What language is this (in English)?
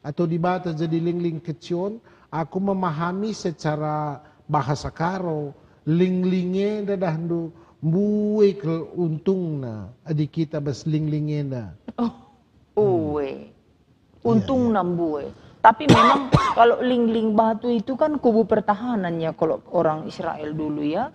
Batak Karo